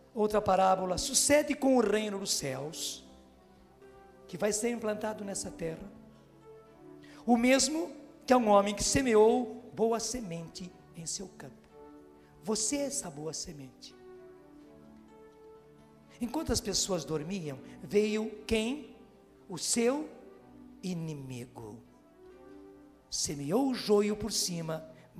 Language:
Portuguese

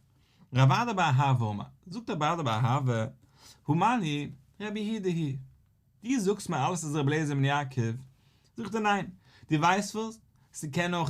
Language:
Yiddish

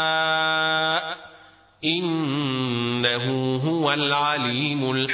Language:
Arabic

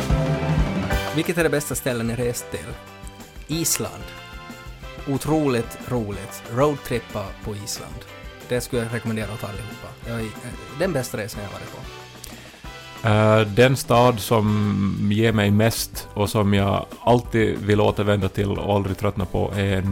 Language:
Swedish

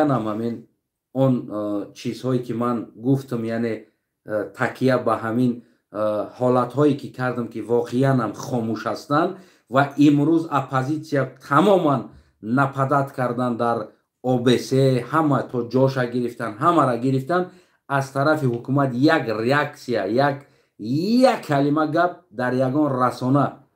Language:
Tajik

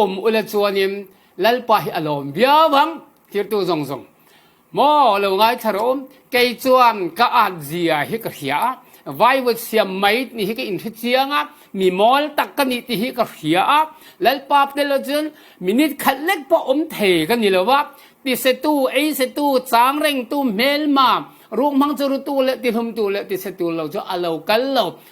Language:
Falam Chin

